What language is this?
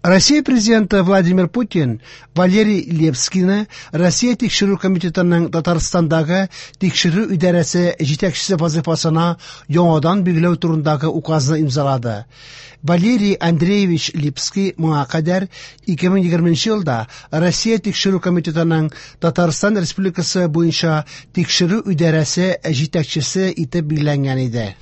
Tatar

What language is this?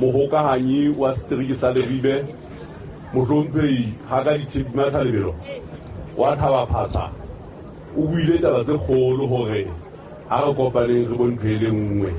Southern Sotho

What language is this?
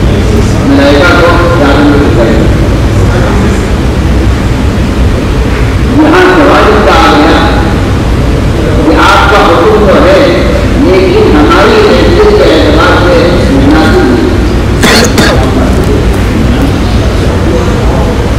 Urdu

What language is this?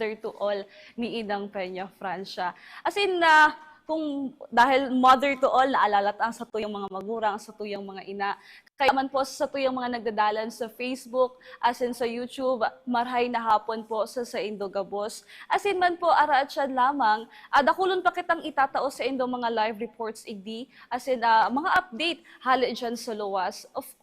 Bikol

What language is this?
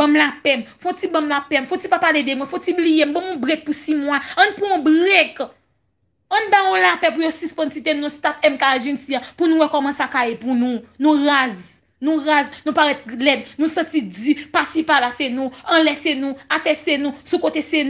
Haitian Creole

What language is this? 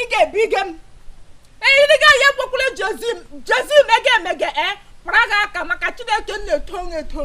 Igbo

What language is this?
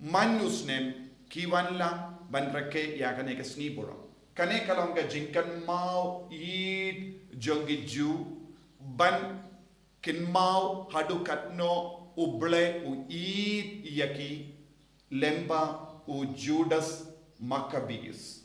Khasi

